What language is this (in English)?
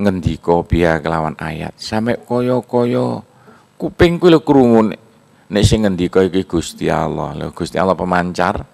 Javanese